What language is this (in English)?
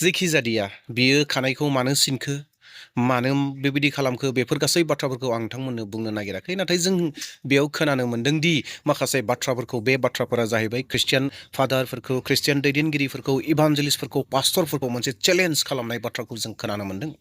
Bodo